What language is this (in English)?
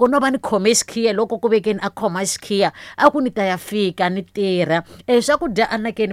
Tsonga